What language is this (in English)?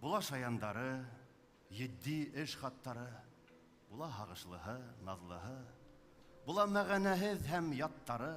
Bashkir